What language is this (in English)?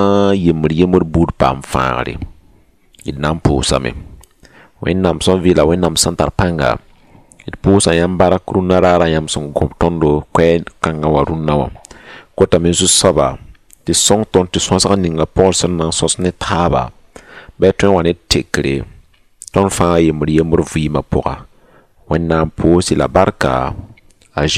Mossi